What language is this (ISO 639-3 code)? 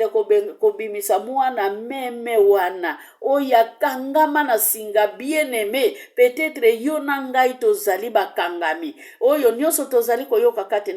lin